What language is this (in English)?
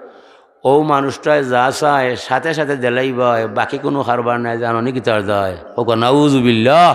Sylheti